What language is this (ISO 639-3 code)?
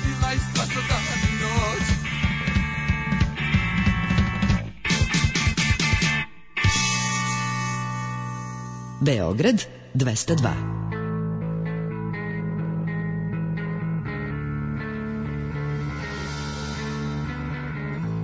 srp